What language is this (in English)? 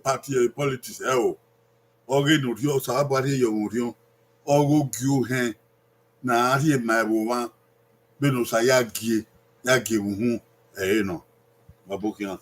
Bini